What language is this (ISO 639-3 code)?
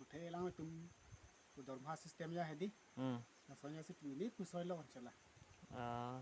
mjw